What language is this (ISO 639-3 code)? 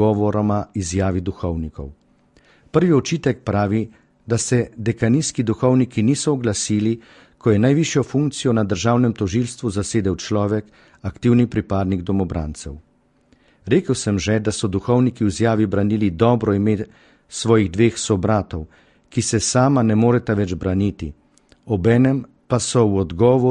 slv